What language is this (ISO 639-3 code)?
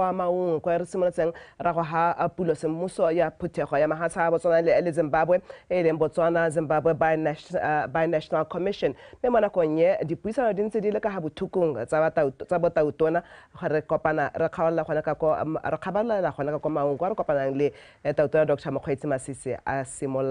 tsn